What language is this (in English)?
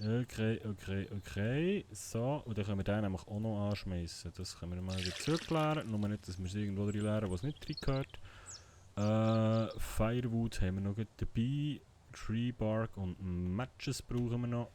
Swiss German